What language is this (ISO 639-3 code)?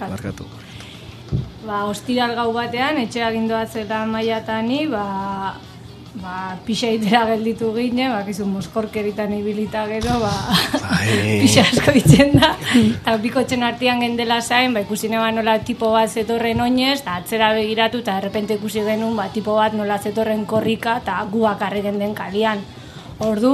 eus